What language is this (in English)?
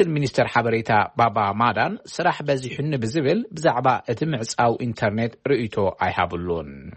Tigrinya